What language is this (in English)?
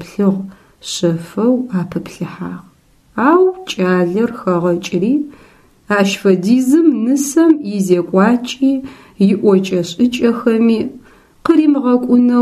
Adyghe